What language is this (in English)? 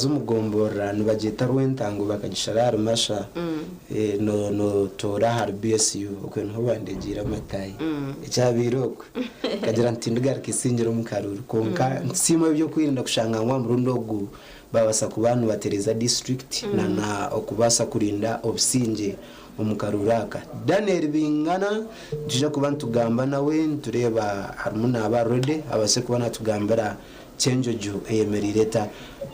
Nyankole